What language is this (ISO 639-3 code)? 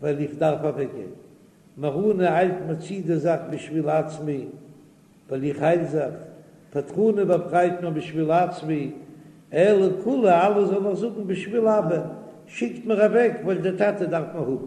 yid